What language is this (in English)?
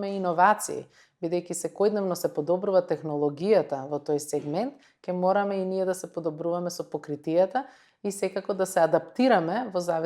Macedonian